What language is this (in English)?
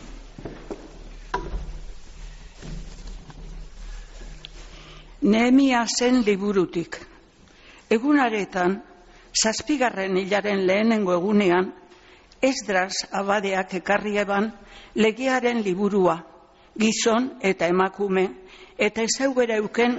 Basque